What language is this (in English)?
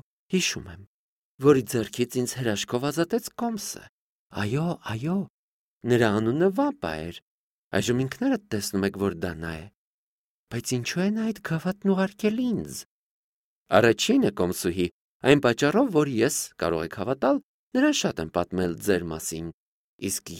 Armenian